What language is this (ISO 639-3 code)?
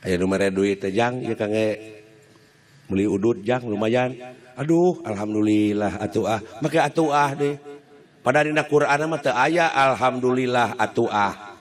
sun